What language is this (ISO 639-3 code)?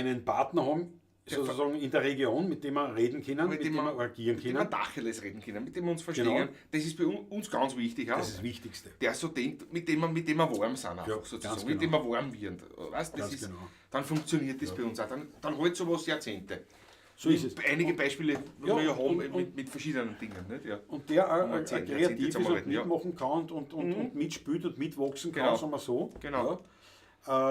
bar